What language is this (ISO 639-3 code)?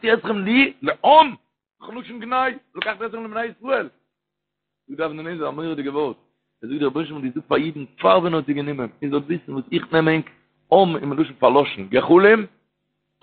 yid